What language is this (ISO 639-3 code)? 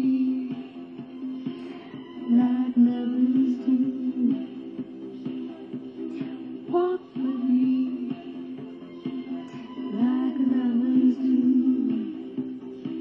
eng